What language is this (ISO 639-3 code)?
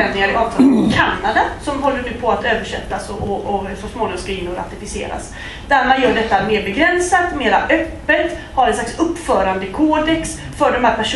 swe